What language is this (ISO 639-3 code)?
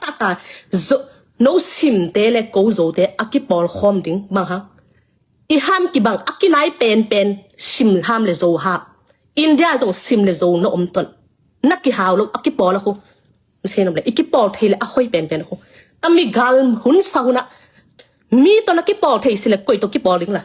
ctd